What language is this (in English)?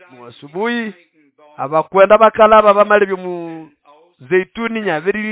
Nande